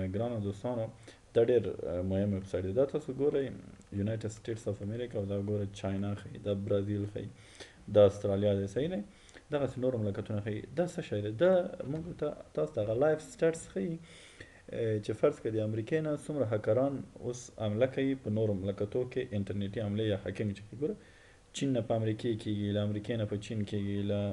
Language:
Pashto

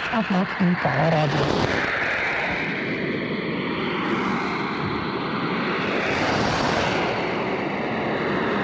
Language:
Romanian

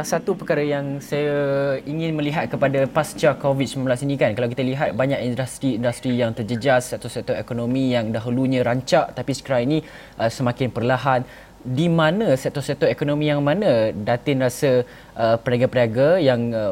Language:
Malay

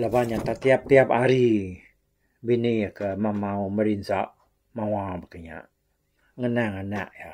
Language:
Iban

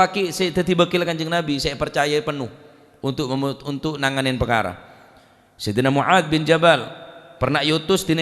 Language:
Madurese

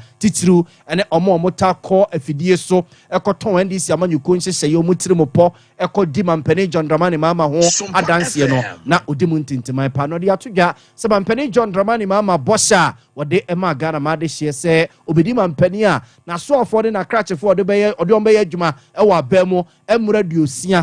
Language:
Akan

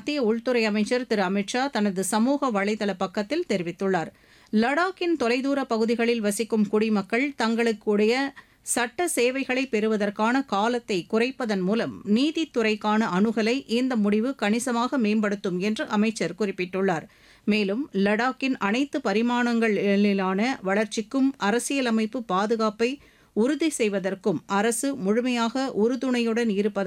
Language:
Tamil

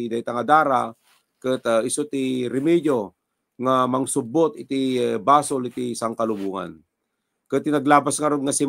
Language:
Iloko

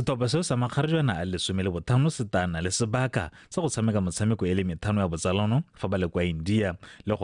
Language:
Tswana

